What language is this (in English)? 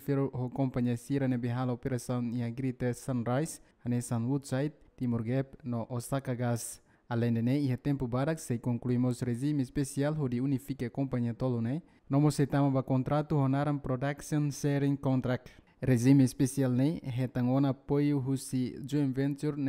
Tetum